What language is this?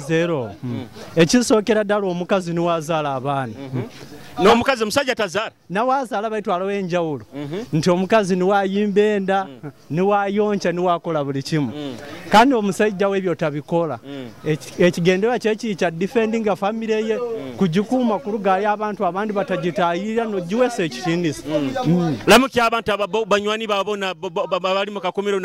Nyoro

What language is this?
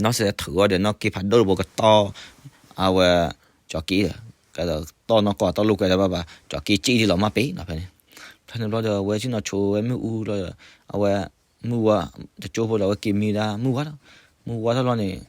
S'gaw Karen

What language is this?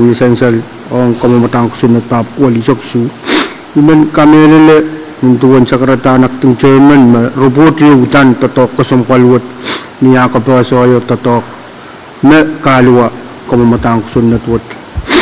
Pohnpeian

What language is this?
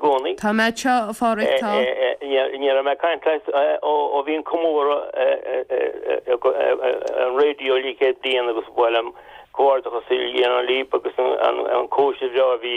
Irish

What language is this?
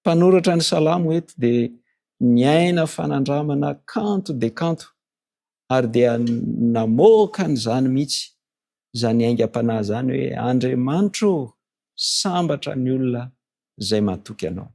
Malagasy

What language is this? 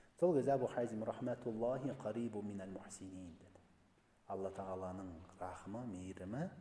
Kazakh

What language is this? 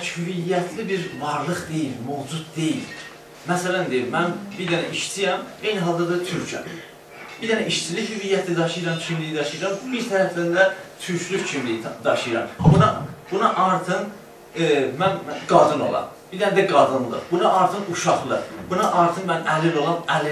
South Azerbaijani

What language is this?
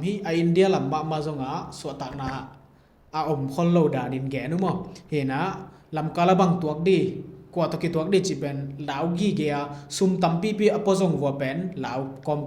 Tedim Chin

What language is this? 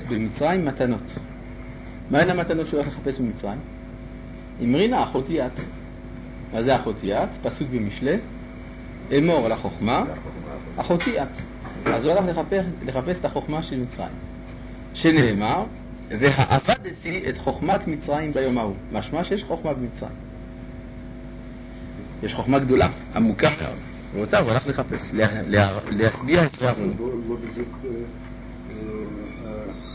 Hebrew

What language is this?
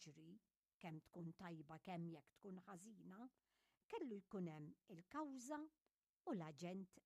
Maltese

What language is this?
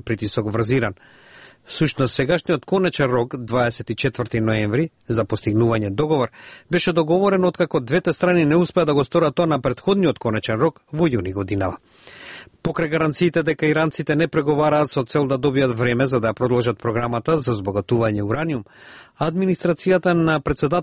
Macedonian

